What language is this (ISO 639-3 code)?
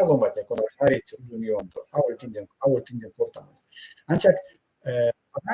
myv